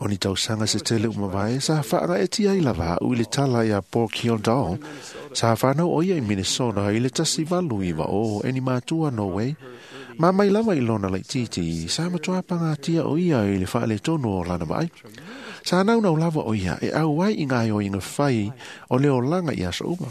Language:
Samoan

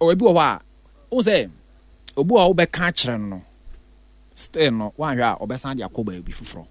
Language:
Akan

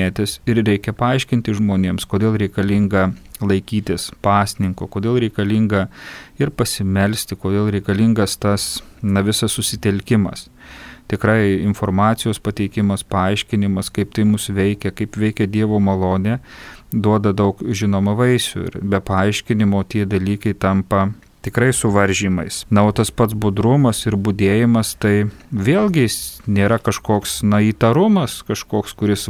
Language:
Lithuanian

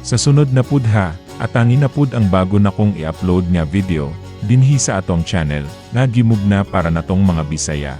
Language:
Cebuano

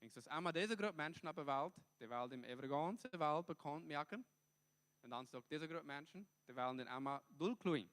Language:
Plautdietsch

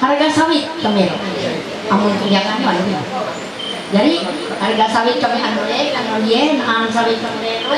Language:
Ma'anyan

